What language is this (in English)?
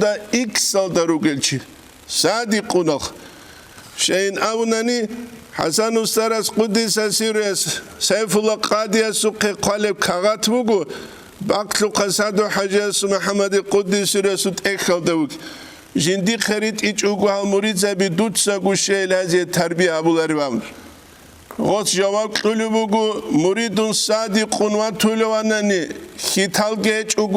Avaric